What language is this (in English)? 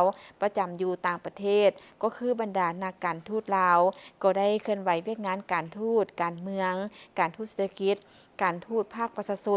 Lao